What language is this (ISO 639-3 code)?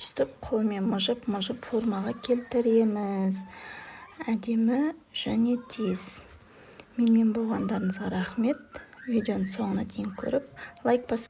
kaz